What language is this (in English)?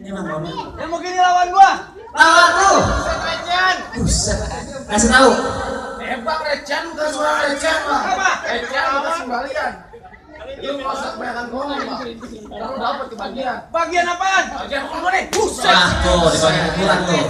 Betawi